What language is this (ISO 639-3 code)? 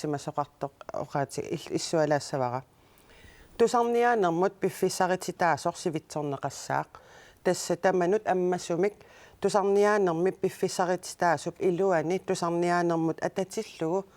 kal